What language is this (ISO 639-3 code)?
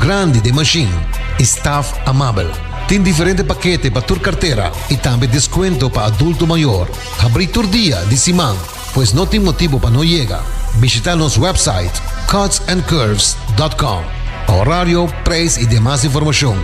pap